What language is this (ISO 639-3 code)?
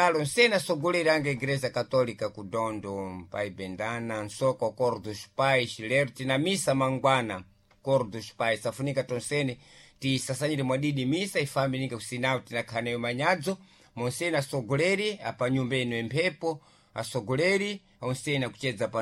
seh